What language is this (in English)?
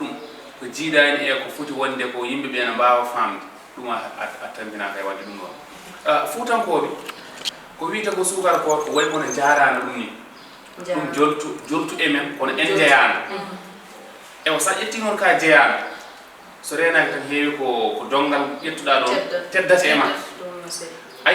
Fula